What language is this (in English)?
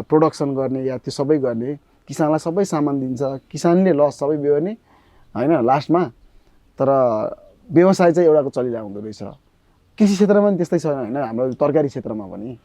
Nepali